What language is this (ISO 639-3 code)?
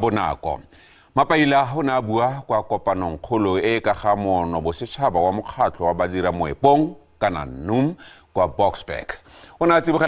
tsn